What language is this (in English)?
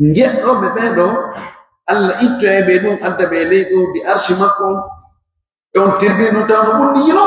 Pular